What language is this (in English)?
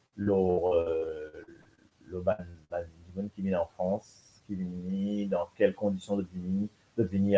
Morisyen